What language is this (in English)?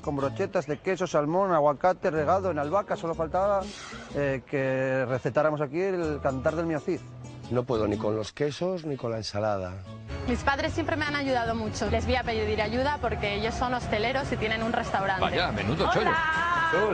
Spanish